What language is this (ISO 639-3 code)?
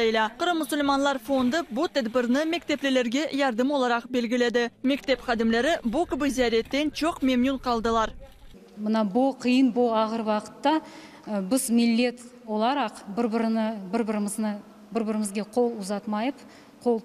crh